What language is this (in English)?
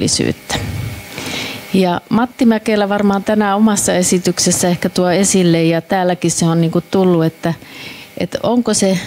Finnish